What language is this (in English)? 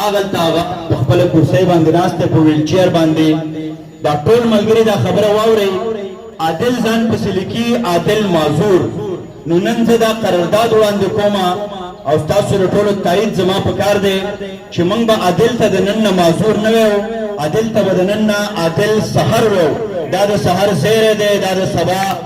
Pashto